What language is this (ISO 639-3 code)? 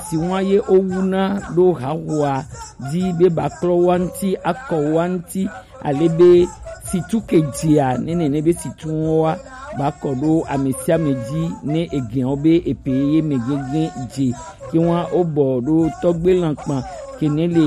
gej